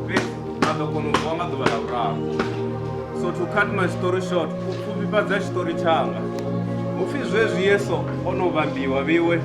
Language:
Venda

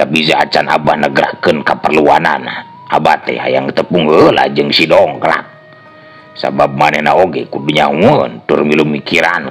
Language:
Sundanese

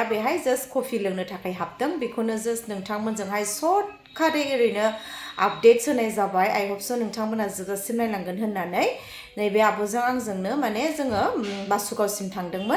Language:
Bodo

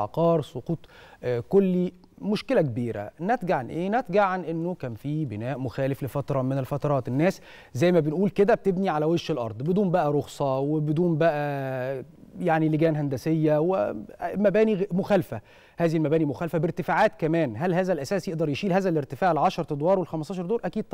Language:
Egyptian Arabic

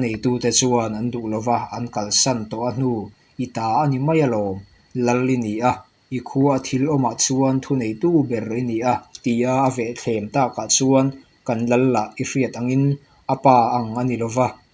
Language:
Mizo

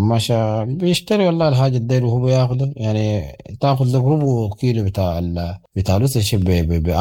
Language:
Sudanese Arabic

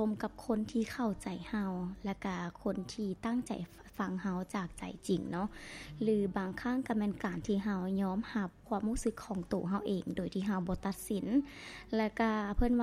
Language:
Lao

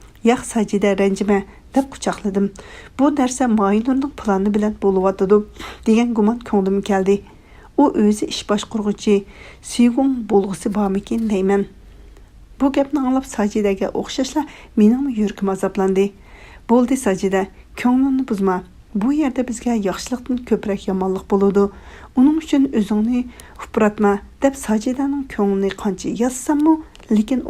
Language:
Uyghur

